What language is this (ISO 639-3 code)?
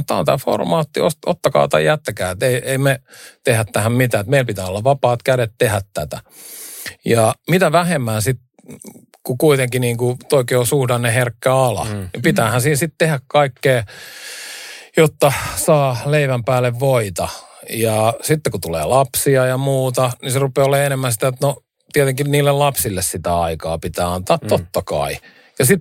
fin